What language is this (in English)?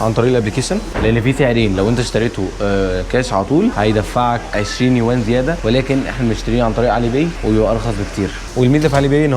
Egyptian Arabic